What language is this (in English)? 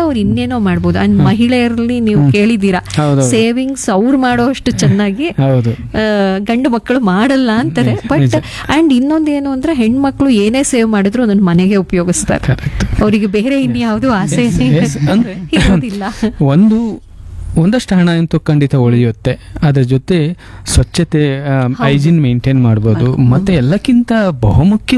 Kannada